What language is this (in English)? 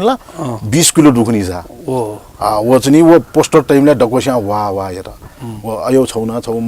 Newari